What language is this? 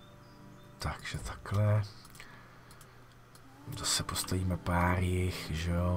Czech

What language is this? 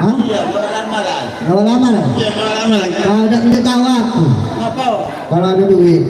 Musi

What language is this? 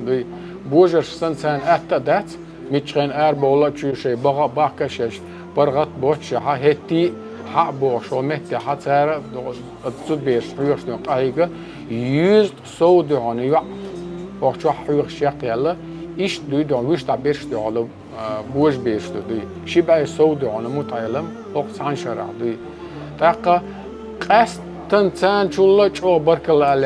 Chechen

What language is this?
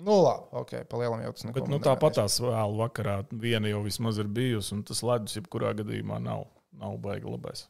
Latvian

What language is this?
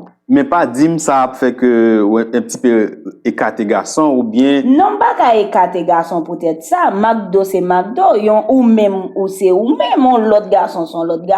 Haitian Creole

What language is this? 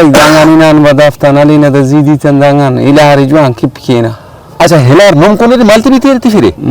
Brahui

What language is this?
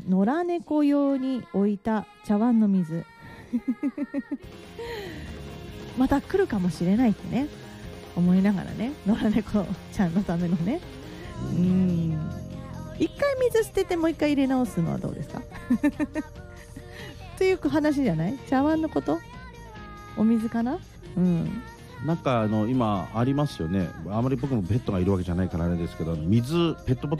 Japanese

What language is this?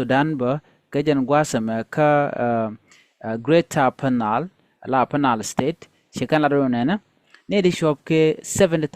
Nuer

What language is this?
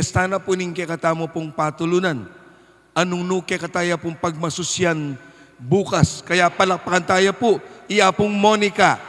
Pampanga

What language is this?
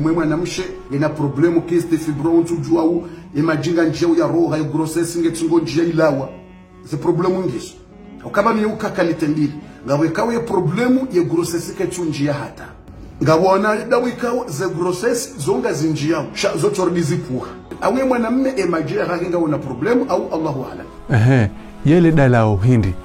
Ngazidja Comorian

